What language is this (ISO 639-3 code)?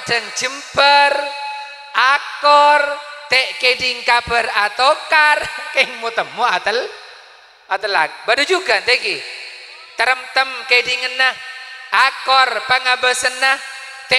mad